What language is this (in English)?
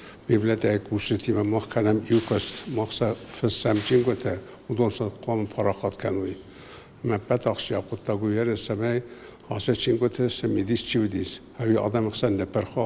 Ossetic